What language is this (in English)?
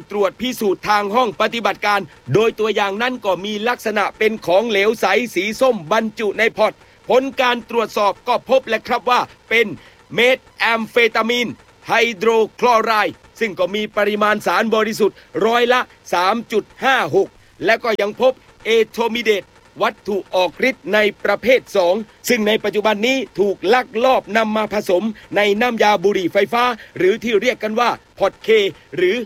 Thai